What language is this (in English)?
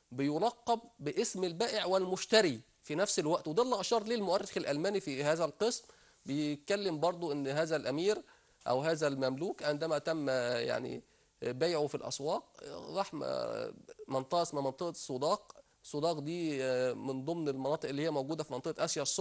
Egyptian Arabic